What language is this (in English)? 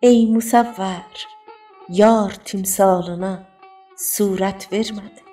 South Azerbaijani